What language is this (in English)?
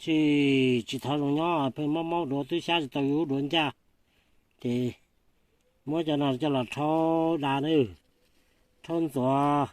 Hmong